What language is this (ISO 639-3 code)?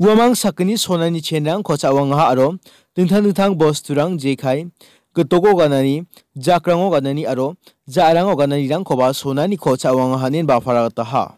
grt